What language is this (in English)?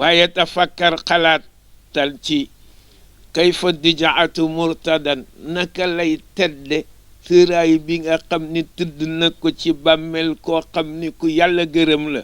Wolof